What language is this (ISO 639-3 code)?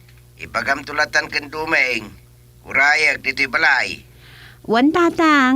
ilo